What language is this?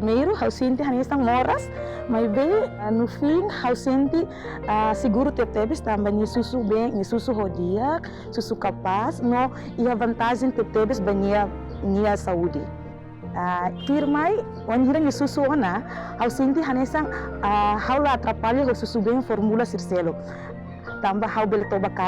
Tetum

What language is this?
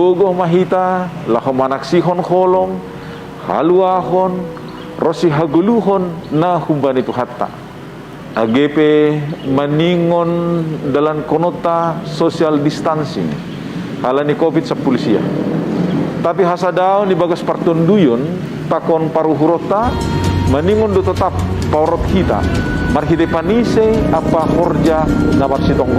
Batak Simalungun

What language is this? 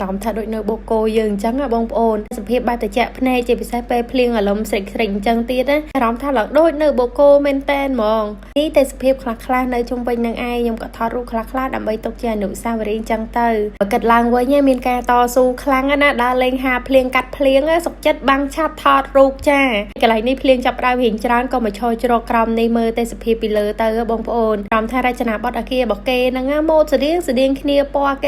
Khmer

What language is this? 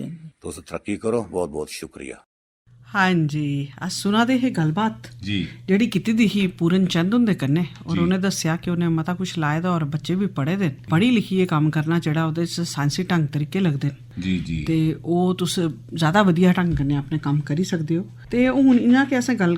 Dogri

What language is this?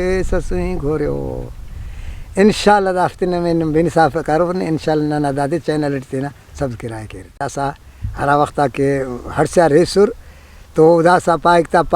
Brahui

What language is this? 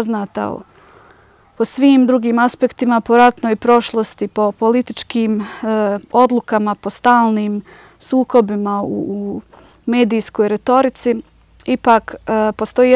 Bosnian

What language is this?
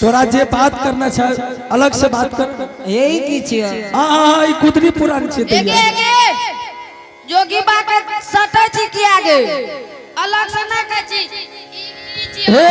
Angika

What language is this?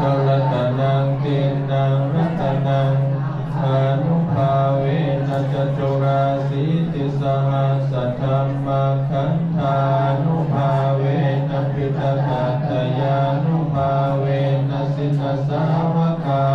Lao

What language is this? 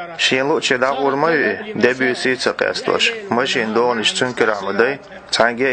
Chechen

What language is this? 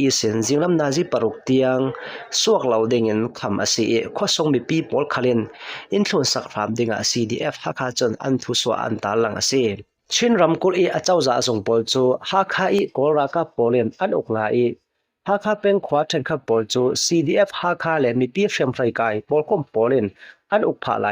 Hakha Chin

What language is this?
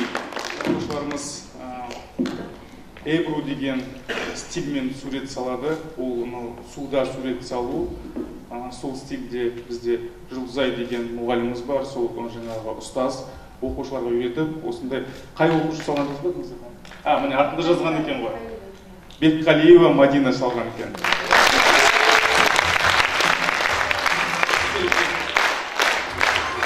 Kazakh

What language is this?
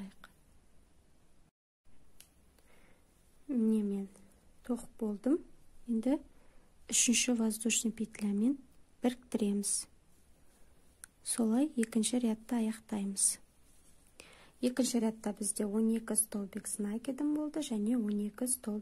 Kazakh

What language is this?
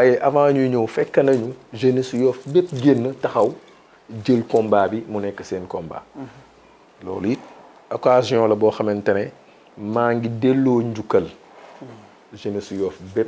Wolof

